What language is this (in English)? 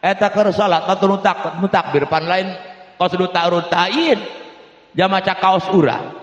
Sundanese